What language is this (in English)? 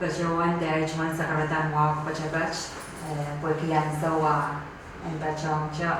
Pohnpeian